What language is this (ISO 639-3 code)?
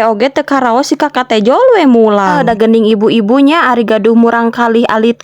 sun